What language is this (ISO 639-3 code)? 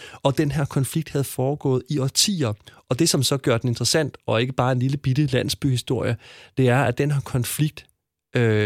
dan